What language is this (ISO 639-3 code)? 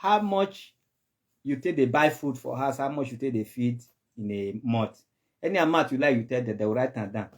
pcm